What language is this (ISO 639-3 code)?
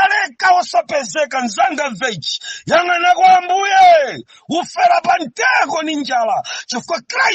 nya